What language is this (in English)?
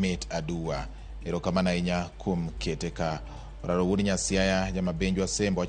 Luo (Kenya and Tanzania)